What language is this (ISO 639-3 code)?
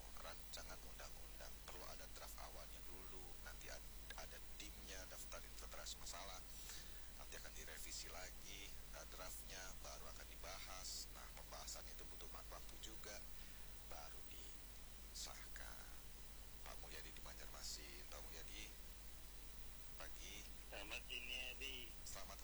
ind